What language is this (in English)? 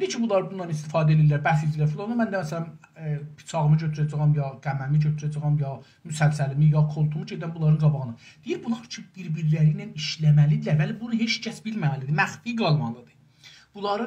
South Azerbaijani